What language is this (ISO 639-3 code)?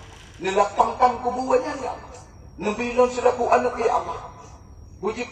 ace